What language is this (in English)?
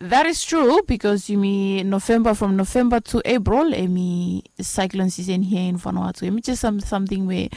Bislama